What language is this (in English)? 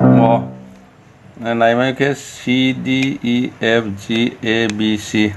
Riang (India)